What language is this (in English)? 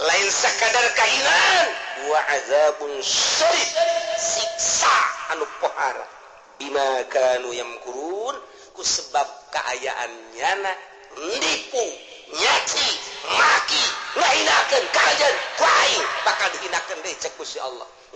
Sundanese